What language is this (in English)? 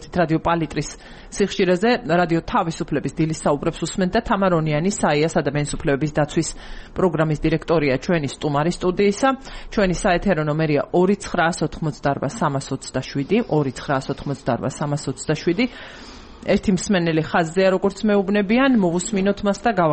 Georgian